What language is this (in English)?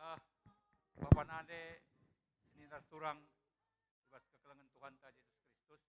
Batak Karo